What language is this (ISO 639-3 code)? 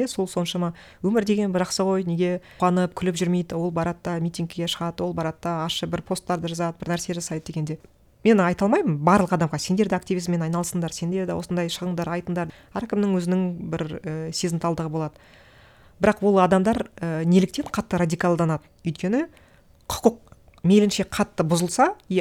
kaz